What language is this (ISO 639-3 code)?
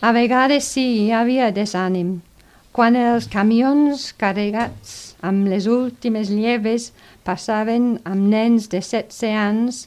cat